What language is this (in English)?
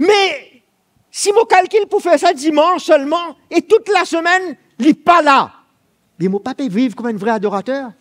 Morisyen